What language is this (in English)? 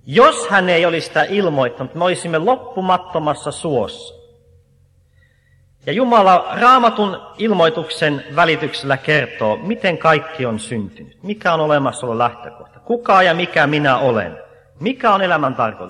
Finnish